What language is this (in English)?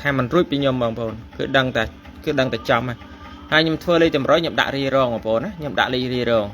Khmer